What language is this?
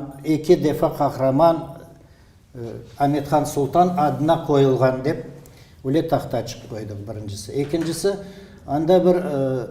Crimean Tatar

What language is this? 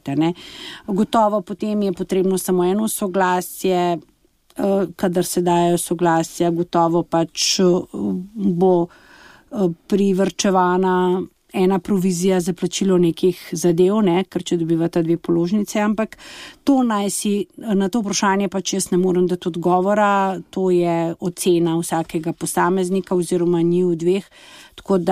Slovenian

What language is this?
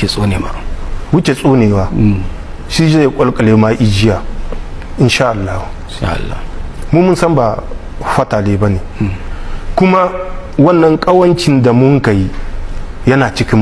Hausa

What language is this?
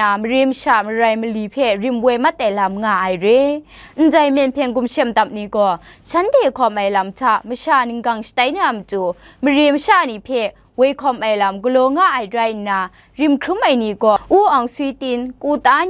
Kachin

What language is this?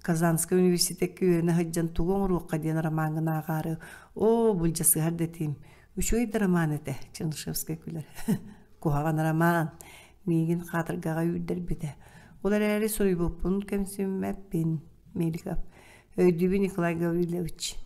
Yakut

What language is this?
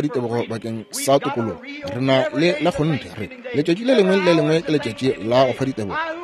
Northern Sotho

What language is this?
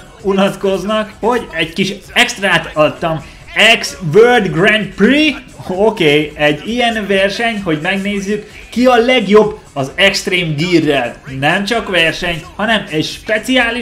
Hungarian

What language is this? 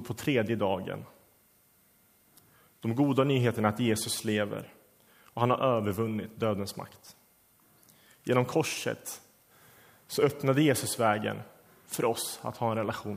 Swedish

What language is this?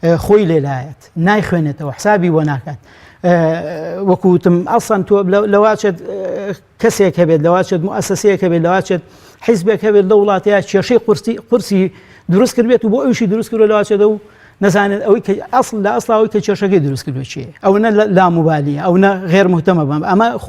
Central Kurdish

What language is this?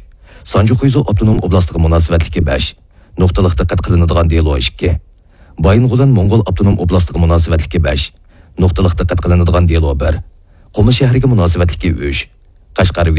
Uyghur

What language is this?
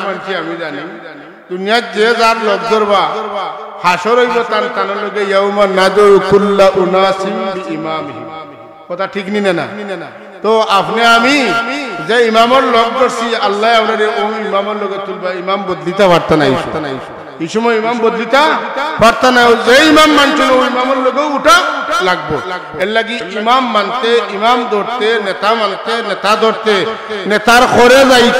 Sylheti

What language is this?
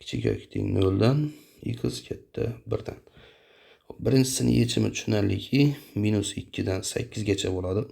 Uzbek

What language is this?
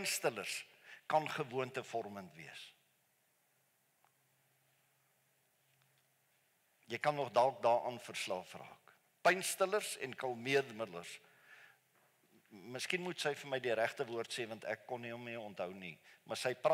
Afrikaans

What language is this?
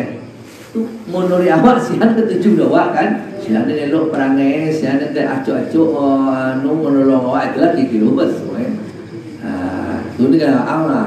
Minangkabau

